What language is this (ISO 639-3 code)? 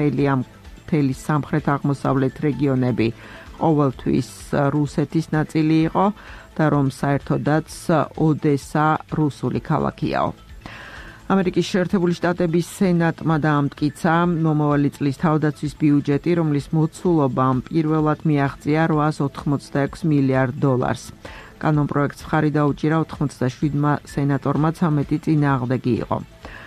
kat